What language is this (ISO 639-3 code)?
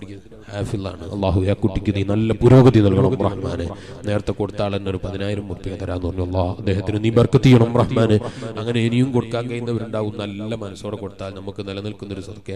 mal